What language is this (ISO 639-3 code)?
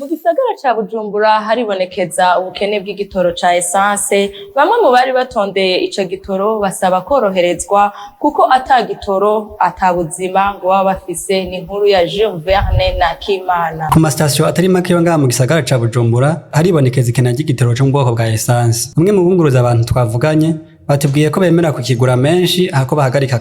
run